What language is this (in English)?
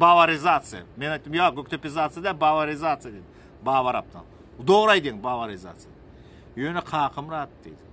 Turkmen